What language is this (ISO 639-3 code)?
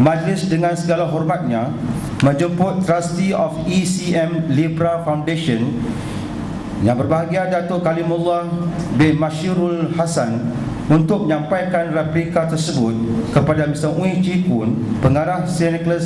msa